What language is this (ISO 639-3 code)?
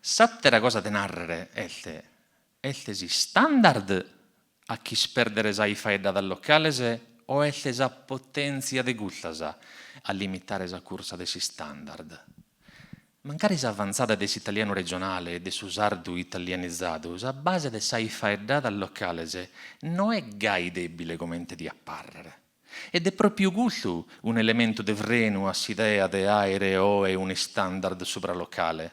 srd